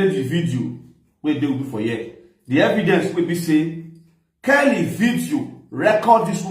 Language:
Nigerian Pidgin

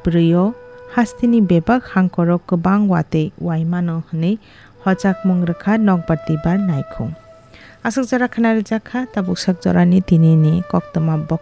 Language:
Kok Borok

